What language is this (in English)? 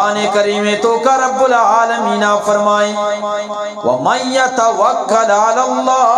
Eastern Balochi